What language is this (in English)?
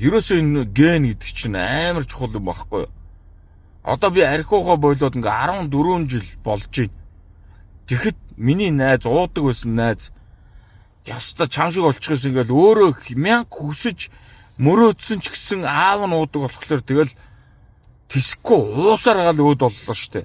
Mongolian